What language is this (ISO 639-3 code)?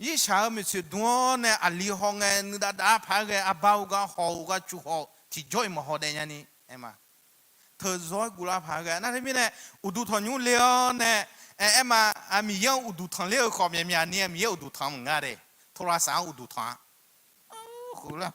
ahk